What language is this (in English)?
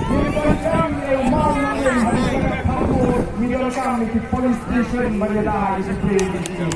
Khasi